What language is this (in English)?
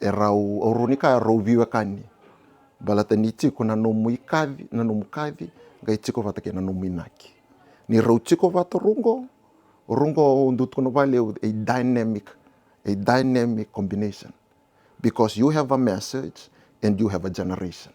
Fijian